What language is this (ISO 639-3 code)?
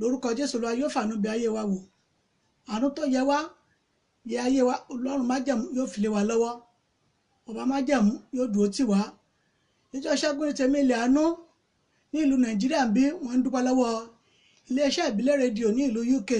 yor